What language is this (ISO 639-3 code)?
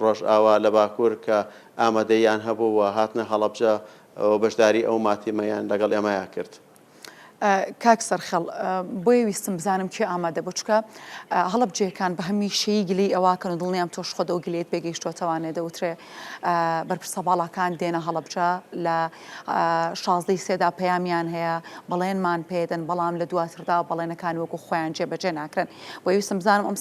ckb